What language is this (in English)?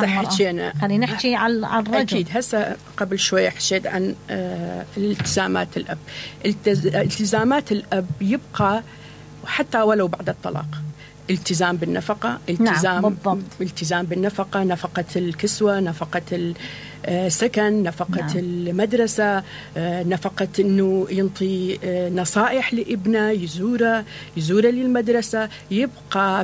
Mesopotamian Arabic